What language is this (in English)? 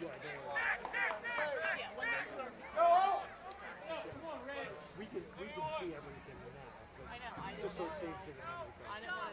English